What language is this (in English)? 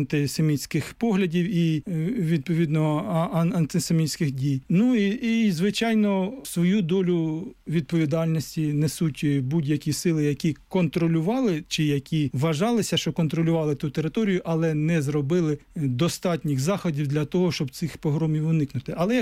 Ukrainian